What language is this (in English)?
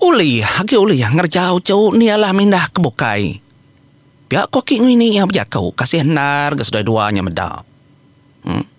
Iban